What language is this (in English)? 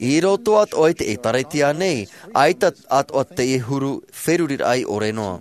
Tahitian